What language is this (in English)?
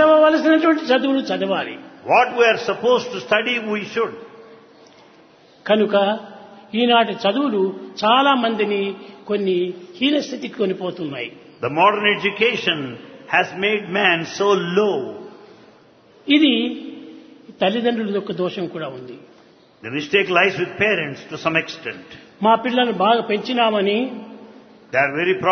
Telugu